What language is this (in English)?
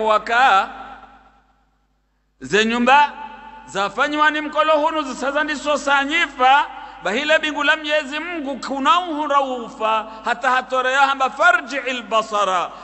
Swahili